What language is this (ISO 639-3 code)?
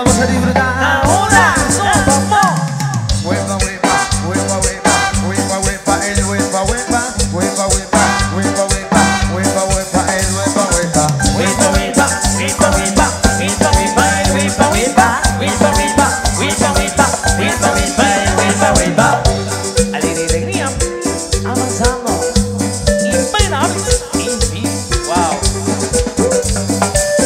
spa